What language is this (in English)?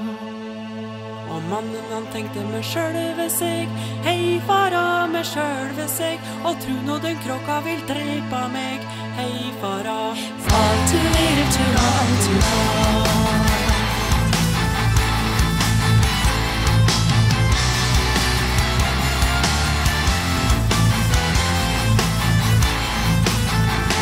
Norwegian